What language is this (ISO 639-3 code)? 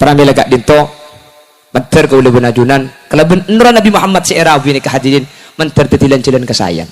mad